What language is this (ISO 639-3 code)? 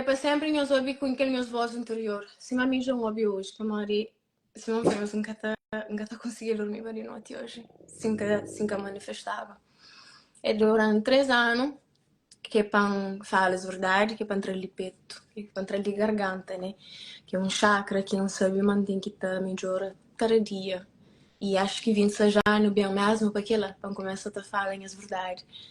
kea